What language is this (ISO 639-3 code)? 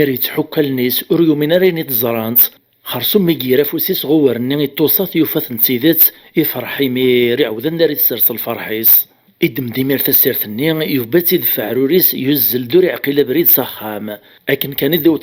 kab